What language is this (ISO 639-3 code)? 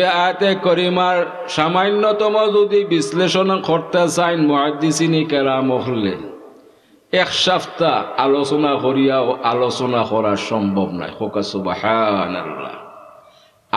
syl